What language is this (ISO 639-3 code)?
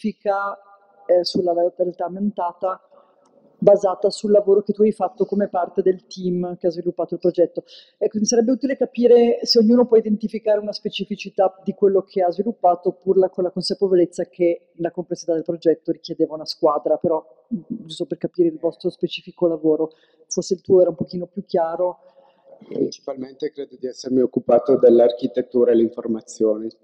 ita